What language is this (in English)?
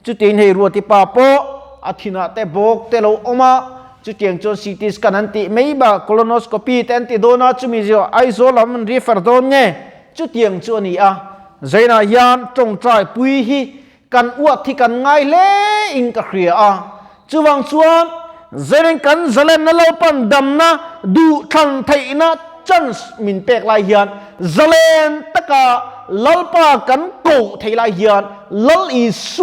Mizo